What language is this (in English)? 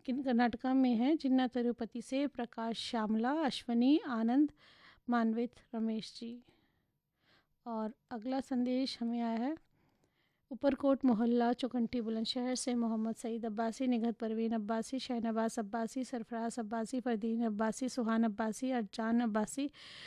Hindi